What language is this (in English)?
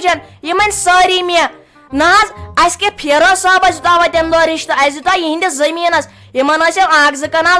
Kashmiri